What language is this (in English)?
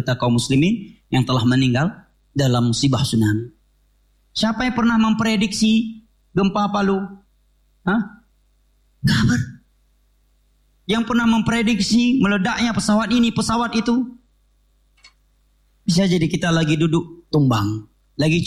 Indonesian